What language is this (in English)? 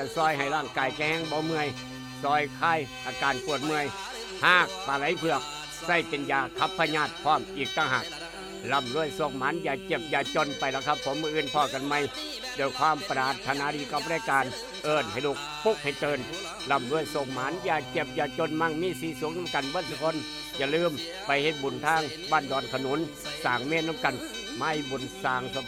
Northeastern Thai